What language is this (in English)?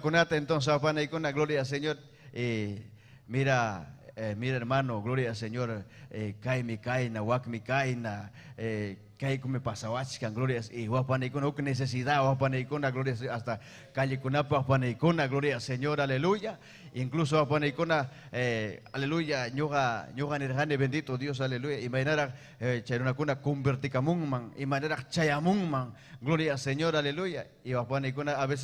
Ayacucho Quechua